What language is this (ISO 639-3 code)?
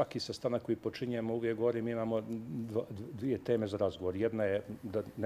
srp